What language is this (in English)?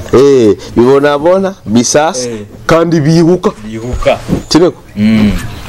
Nyoro